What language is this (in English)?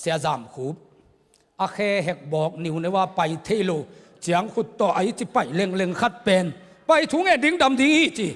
Tedim Chin